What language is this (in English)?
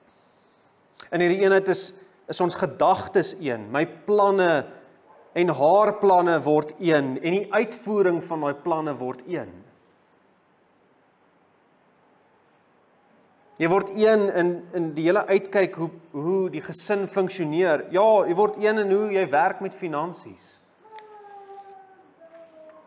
Afrikaans